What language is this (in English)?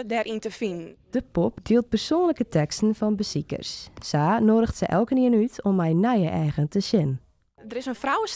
Western Frisian